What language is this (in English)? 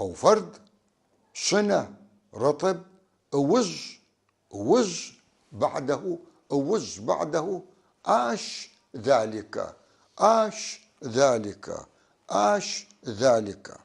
North Levantine Arabic